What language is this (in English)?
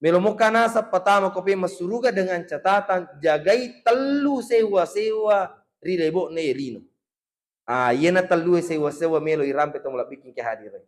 Buginese